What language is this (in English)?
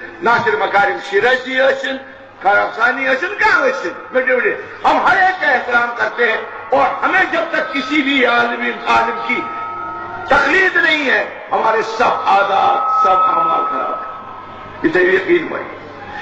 Kashmiri